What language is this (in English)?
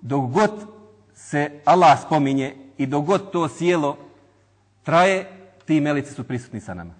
Bosnian